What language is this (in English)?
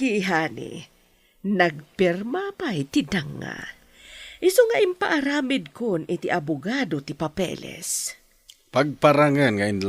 Iloko